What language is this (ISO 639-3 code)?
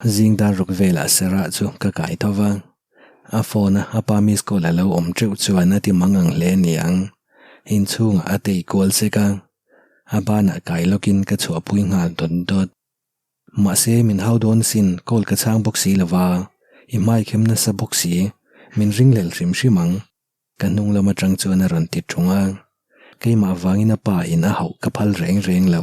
lus